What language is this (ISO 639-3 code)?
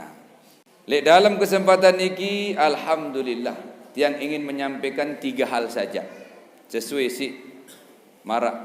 sas